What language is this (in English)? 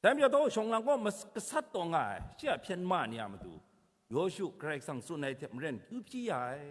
Kachin